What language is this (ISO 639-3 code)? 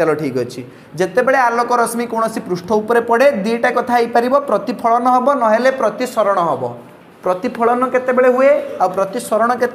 ori